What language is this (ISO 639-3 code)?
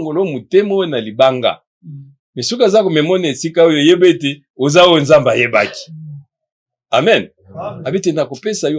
lin